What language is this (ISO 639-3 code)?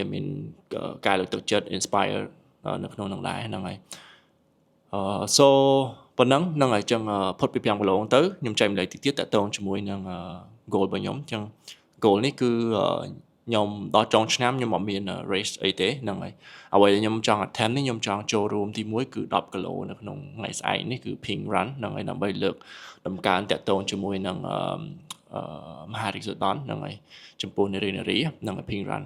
khm